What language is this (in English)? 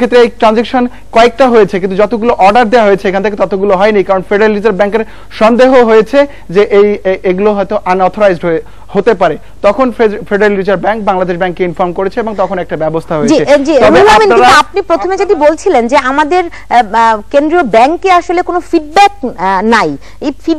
Bangla